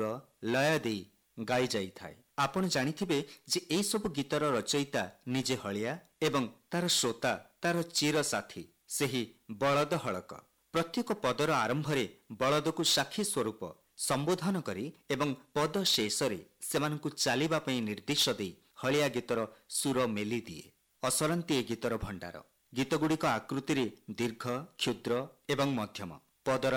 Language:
Odia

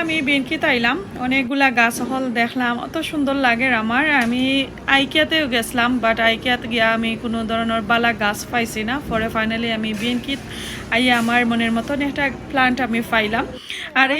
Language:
Sylheti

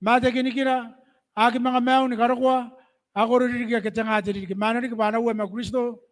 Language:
Gilbertese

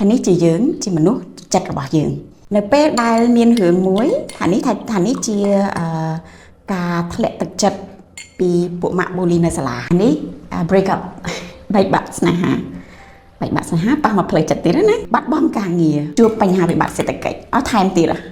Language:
Khmer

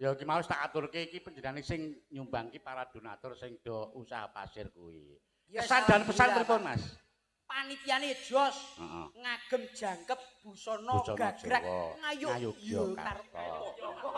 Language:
Javanese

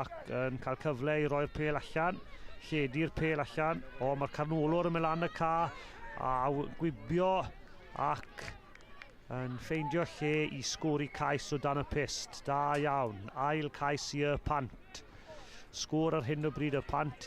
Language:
Welsh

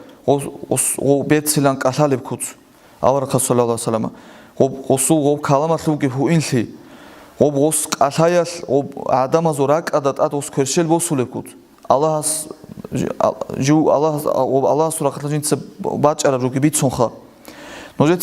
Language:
Avaric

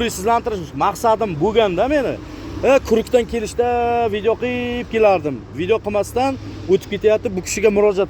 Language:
Uzbek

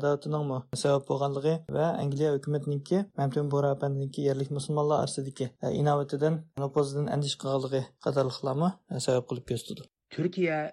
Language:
Uyghur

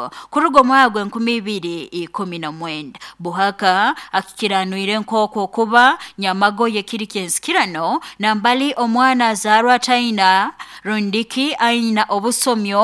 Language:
Nyoro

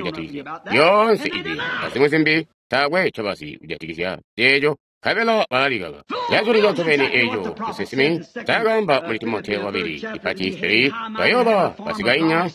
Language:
Tonga (Zambia)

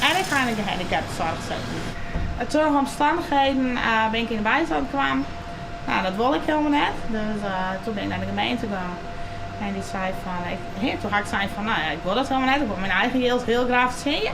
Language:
Western Frisian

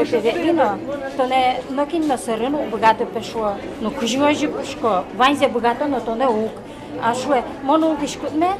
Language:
Udmurt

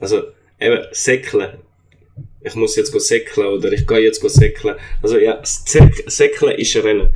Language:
Swiss German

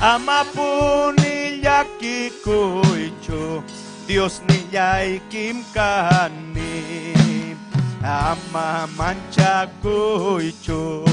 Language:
Ayacucho Quechua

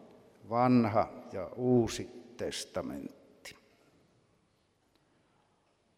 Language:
Finnish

